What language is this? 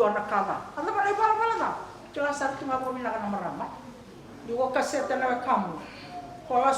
Fijian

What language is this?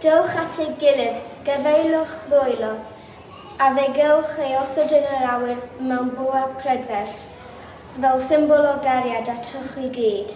Welsh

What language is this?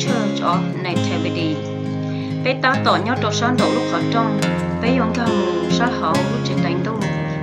Hmong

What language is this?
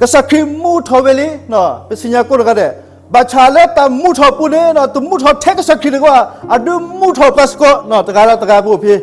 S'gaw Karen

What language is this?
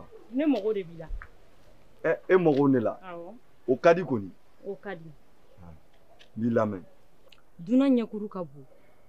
Bambara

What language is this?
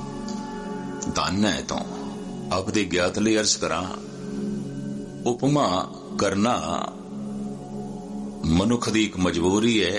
Punjabi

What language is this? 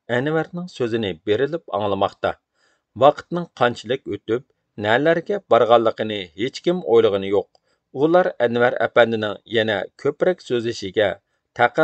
Uyghur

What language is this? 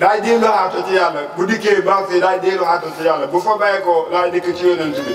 Wolof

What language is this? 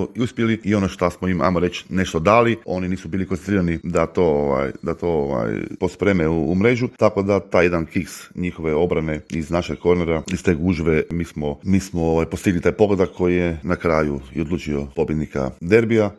Croatian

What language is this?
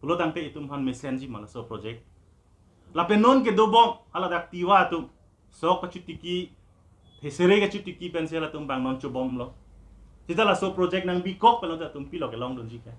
Karbi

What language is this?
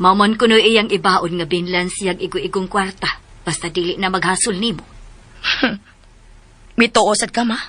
Cebuano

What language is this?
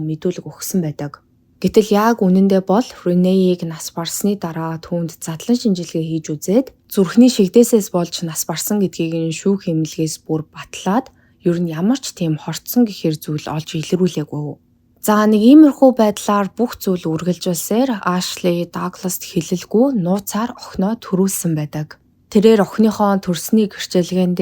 Mongolian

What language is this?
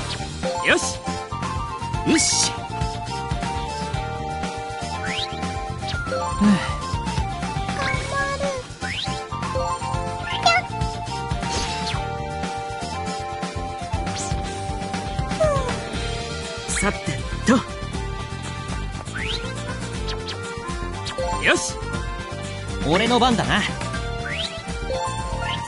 Japanese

